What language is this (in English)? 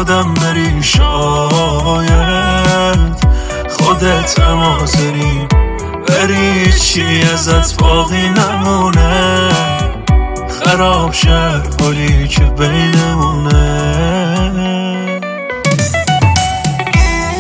Persian